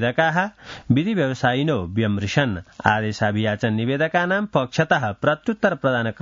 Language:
Sanskrit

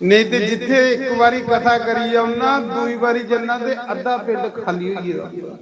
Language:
Dogri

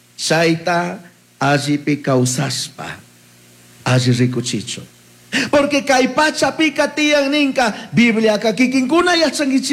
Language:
Chimborazo Highland Quichua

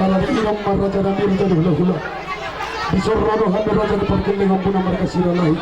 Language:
Batak Toba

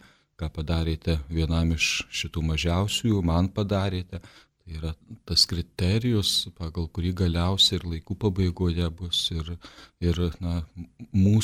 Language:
Lithuanian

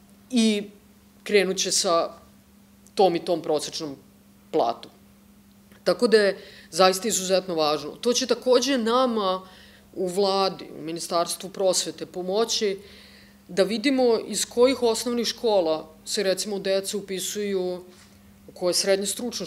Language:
Serbian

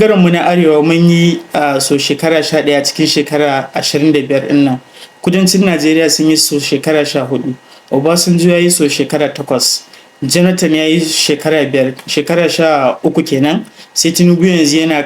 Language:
Hausa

